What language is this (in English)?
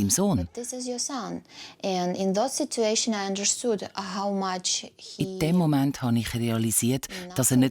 Swiss German